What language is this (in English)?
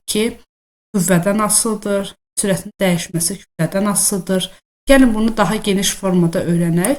Azerbaijani